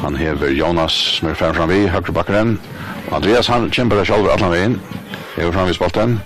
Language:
Faroese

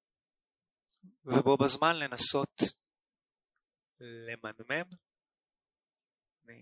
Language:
Hebrew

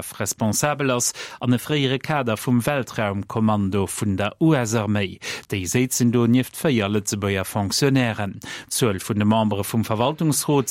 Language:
Luxembourgish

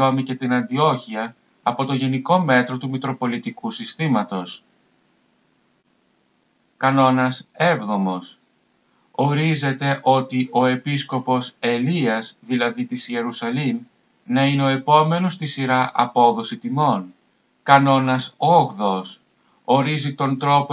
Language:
Greek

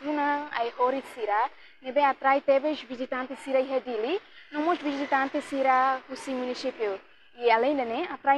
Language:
Tetum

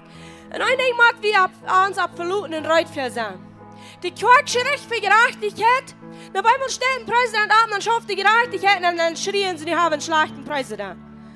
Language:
Plautdietsch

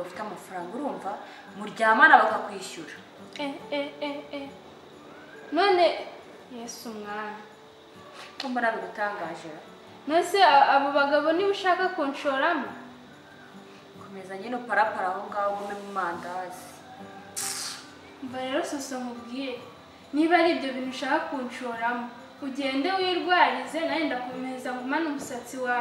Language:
Kinyarwanda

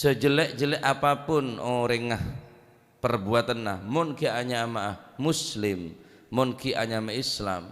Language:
Madurese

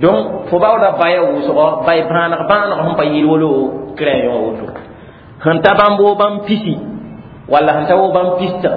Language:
Mossi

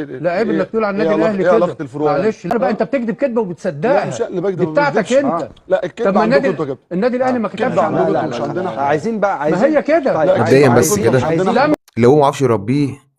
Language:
Egyptian Arabic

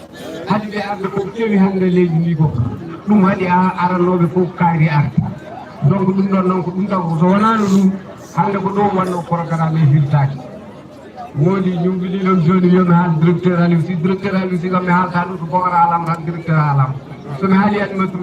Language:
Fula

